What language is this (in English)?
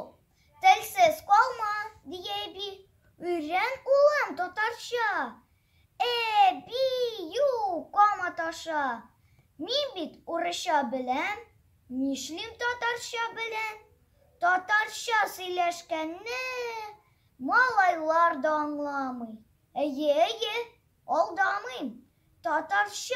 Tatar